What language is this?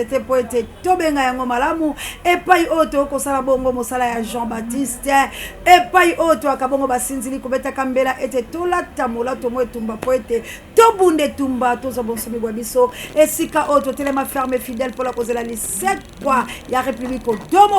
Lingala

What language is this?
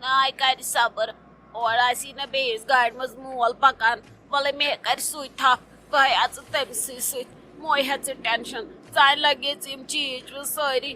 Kashmiri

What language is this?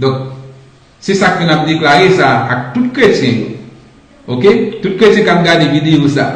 Haitian Creole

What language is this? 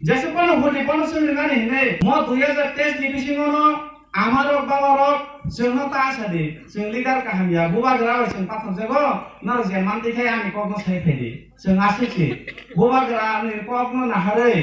Kok Borok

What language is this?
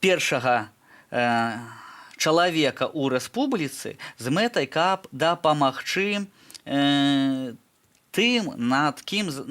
Belarusian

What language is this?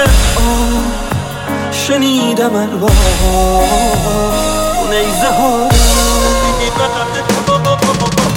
Persian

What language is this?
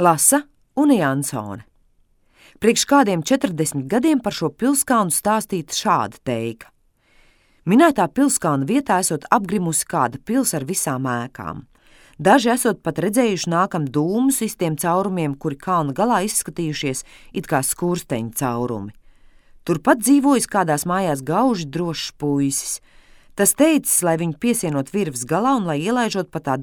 Latvian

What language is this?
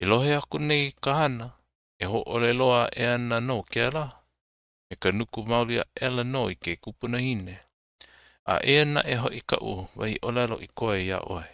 Hawaiian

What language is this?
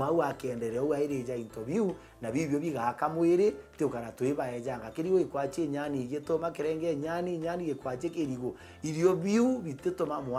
Meru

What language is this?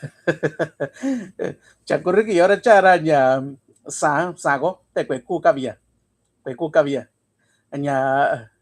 Mixtepec Mixtec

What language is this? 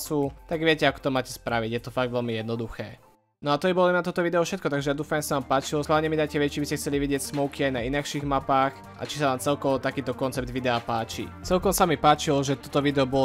Slovak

